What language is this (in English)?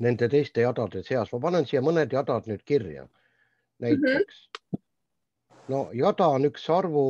Estonian